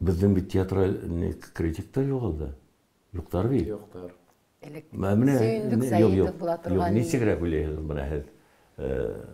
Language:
Bashkir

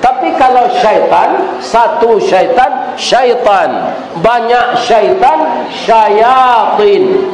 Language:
Minangkabau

